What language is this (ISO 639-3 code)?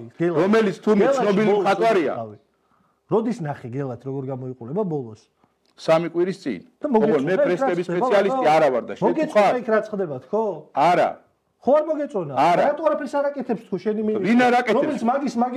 kat